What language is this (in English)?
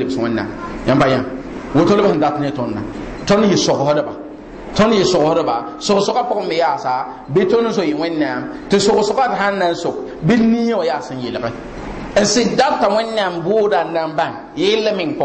Mossi